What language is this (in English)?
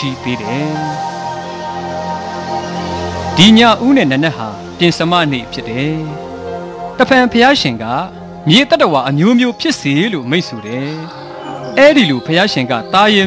Burmese